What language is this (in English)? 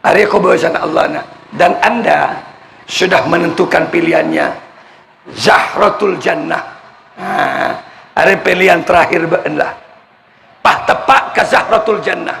Madurese